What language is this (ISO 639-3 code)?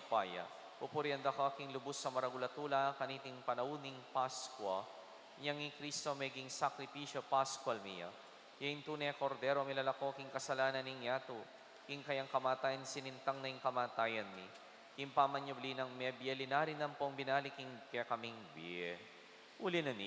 pam